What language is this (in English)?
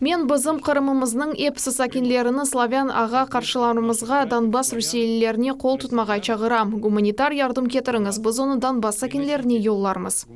Crimean Tatar